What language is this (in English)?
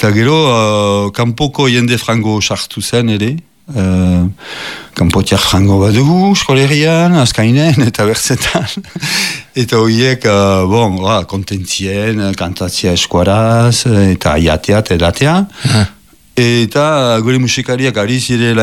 Basque